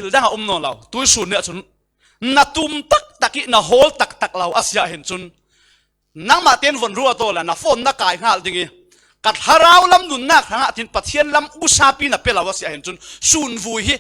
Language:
Falam Chin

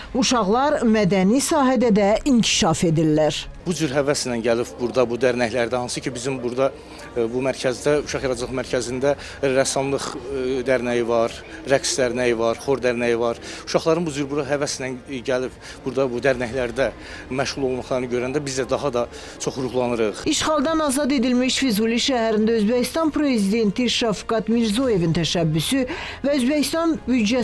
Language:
Azerbaijani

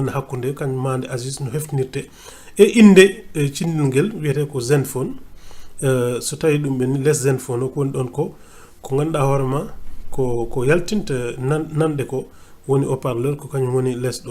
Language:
Fula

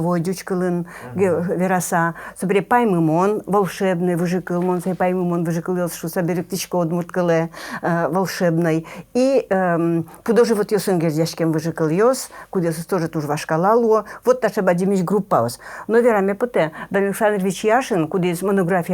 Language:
Udmurt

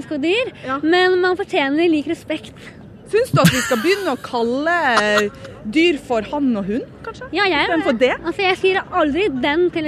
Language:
Norwegian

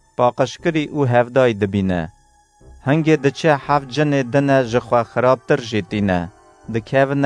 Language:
Kurdish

